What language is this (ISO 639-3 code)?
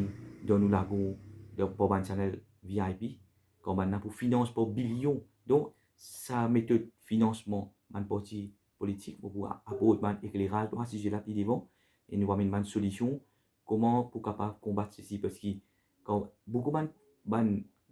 mfe